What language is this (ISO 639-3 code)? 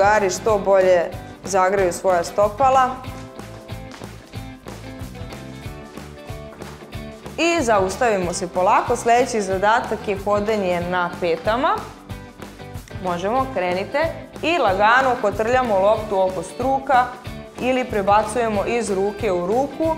srp